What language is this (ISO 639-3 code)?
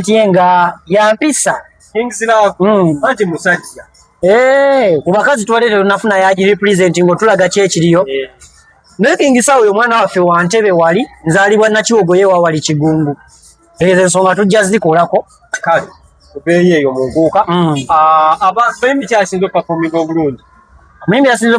lug